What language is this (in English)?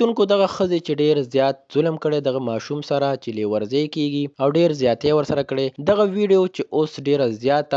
Pashto